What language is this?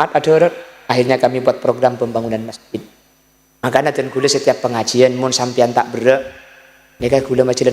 Madurese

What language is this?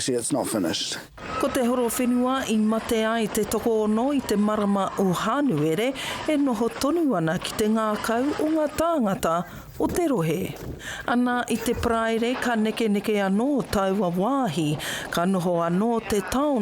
Māori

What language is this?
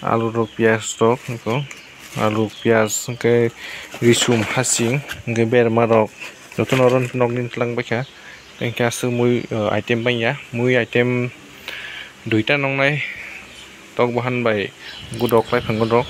Kok Borok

